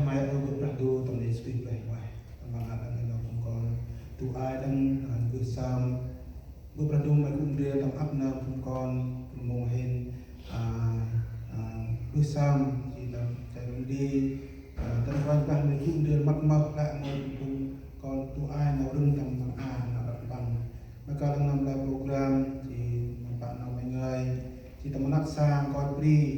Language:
Central Mnong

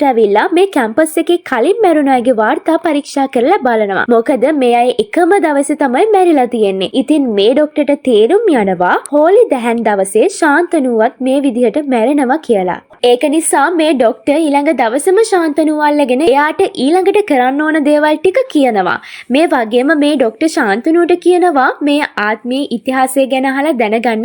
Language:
Sinhala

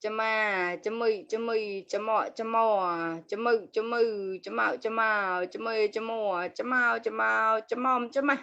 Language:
Mon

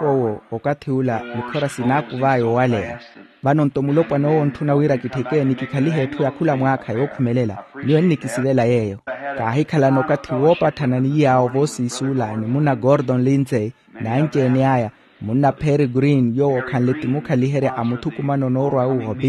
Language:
Makhuwa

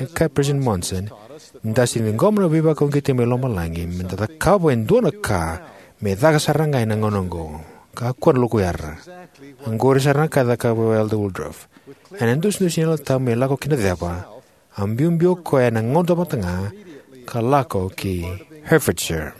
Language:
Fijian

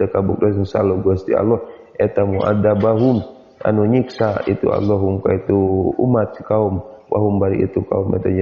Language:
Sundanese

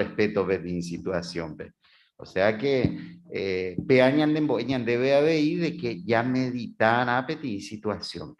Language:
Guarani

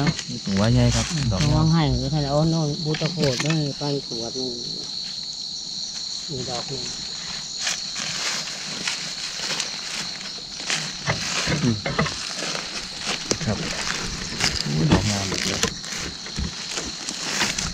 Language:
Northeastern Thai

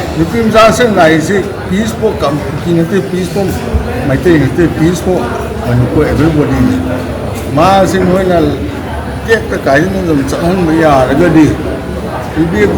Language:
Manipuri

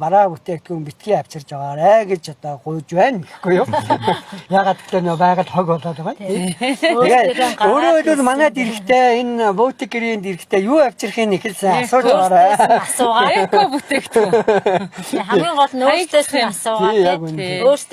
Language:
Mongolian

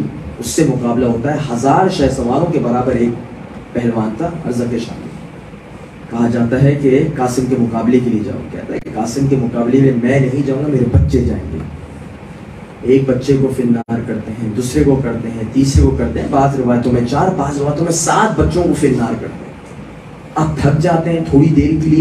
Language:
Urdu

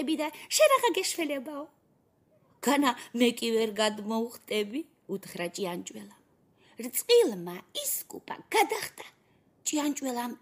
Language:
Georgian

